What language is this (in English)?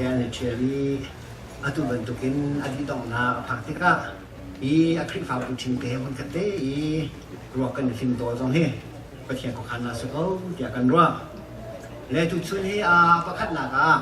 Hakha Chin